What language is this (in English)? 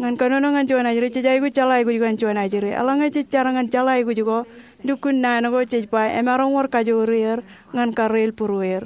Marshallese